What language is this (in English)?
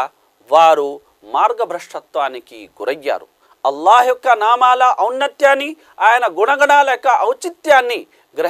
Telugu